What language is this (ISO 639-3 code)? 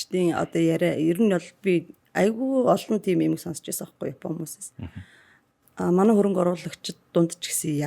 mon